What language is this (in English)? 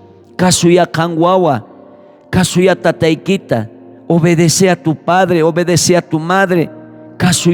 South Bolivian Quechua